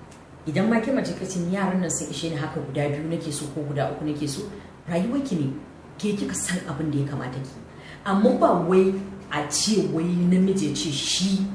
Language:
Hausa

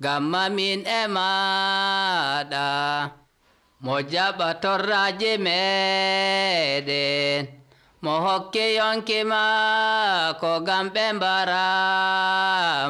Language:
Nigerian Fulfulde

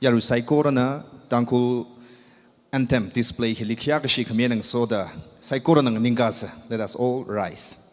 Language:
Tangkhul Naga (India)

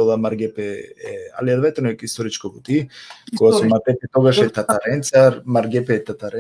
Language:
Balkan Romani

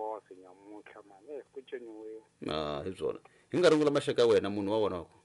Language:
Tsonga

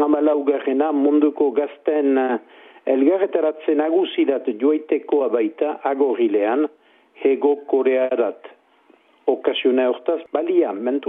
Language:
Basque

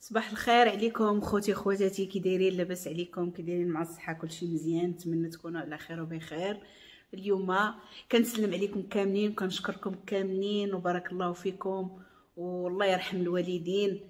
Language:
Moroccan Arabic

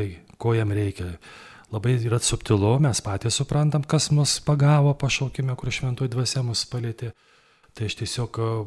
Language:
Lithuanian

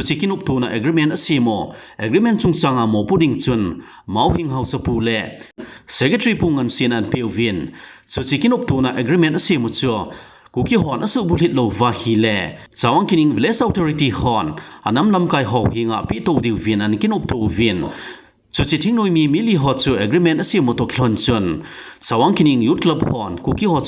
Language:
Thado Chin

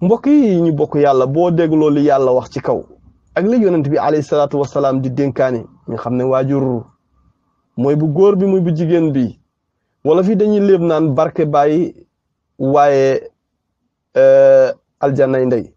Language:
Wolof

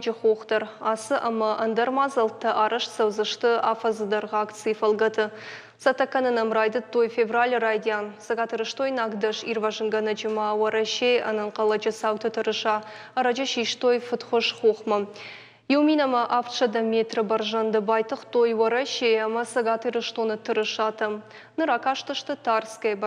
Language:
Ossetic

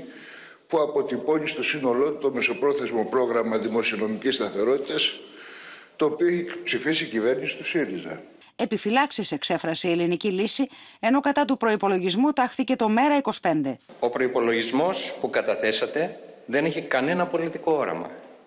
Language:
Greek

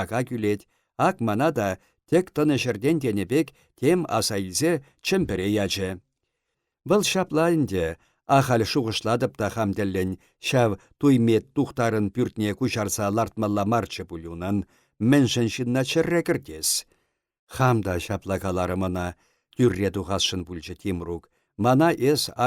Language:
Chuvash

